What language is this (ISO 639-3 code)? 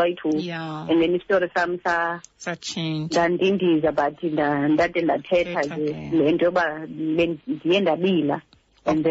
xho